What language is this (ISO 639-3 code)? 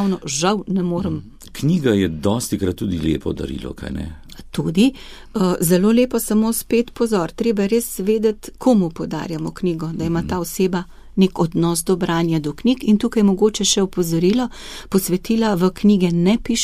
slv